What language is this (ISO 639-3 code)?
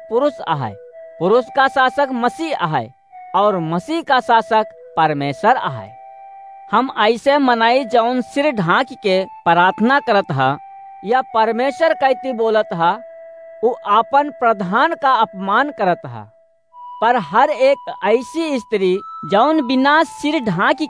awa